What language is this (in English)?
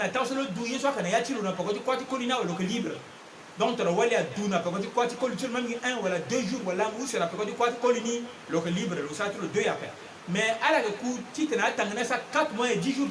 Sango